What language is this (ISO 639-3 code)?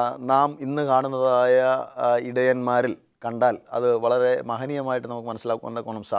mal